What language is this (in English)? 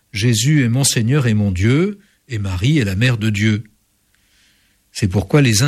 French